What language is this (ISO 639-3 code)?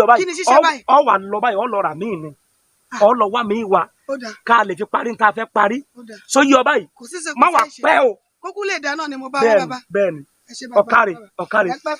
yor